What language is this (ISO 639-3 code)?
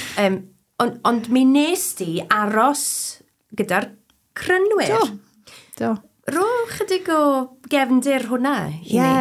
cym